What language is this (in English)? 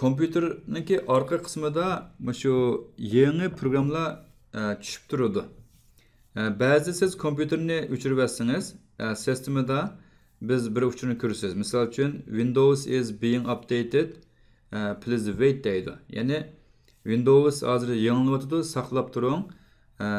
Uyghur